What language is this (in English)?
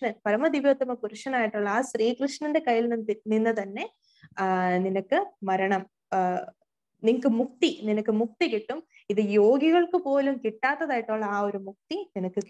Malayalam